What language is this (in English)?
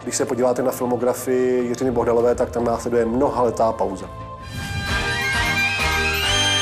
Czech